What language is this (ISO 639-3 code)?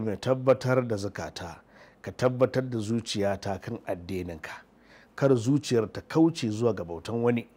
hau